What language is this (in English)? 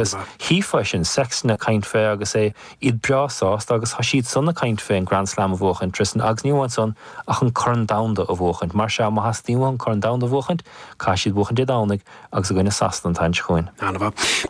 Irish